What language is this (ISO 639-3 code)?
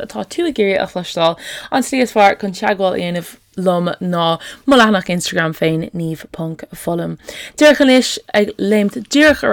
gle